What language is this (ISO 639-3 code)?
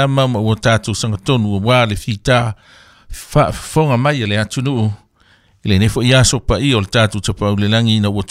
smo